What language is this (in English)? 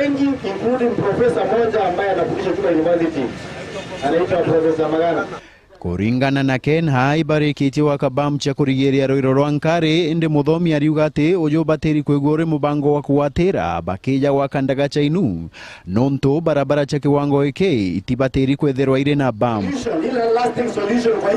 Meru